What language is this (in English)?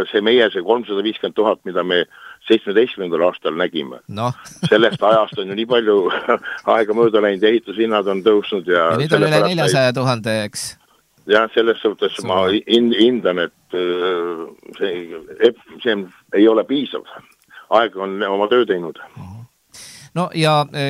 Estonian